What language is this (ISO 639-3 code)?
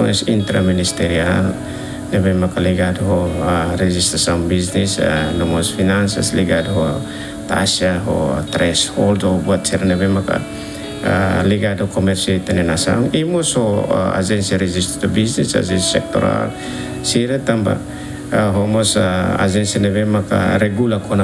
tet